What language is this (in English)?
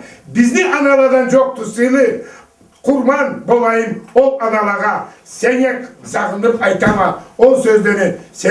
Karachay-Balkar